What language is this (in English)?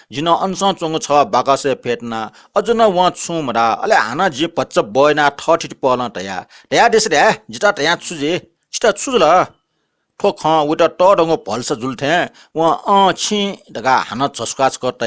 Newari